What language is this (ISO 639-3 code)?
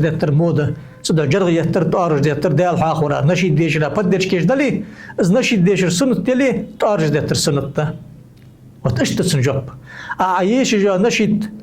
inh